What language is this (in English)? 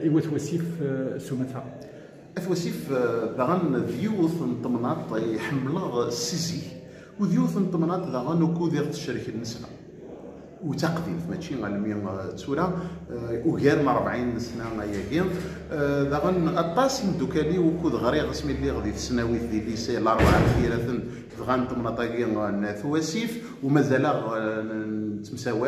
Kabyle